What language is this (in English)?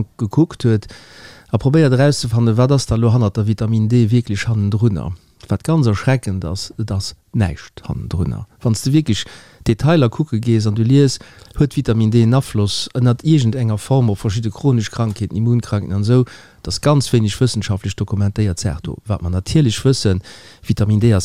Luxembourgish